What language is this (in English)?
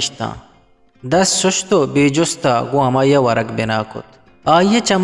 Eastern Balochi